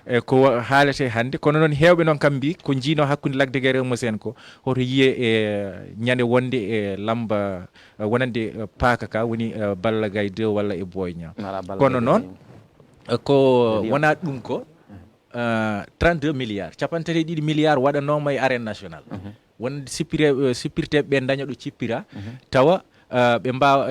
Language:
Fula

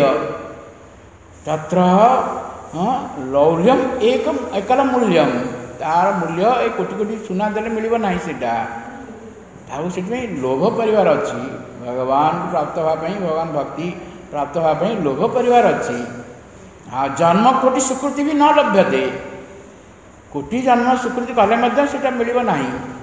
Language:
Odia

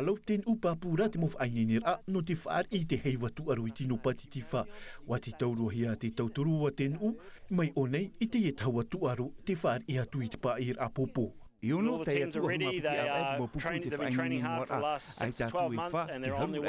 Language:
Tahitian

